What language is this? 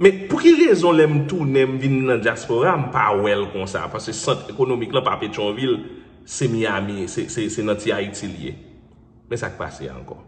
Haitian Creole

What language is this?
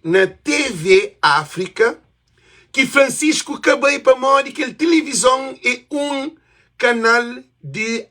Kabuverdianu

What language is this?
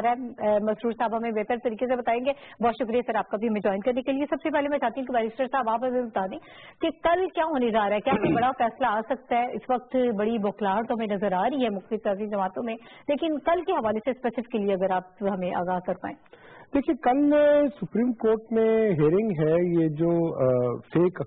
Urdu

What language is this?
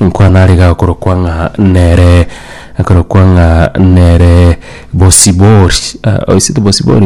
Gusii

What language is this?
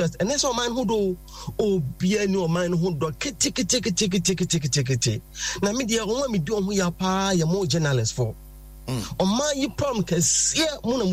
Akan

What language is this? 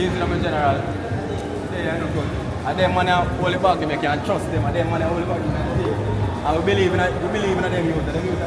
Jamaican Creole English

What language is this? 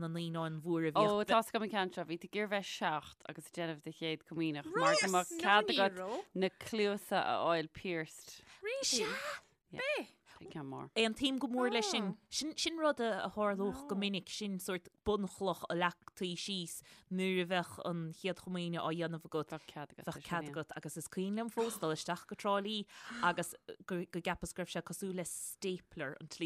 Irish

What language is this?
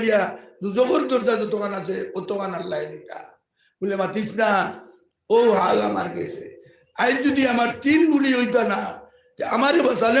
Sylheti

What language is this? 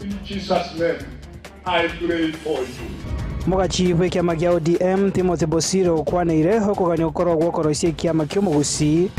Gusii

